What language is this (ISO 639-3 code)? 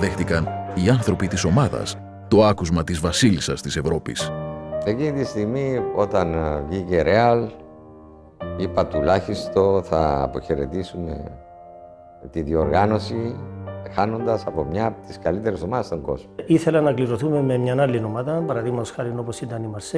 ell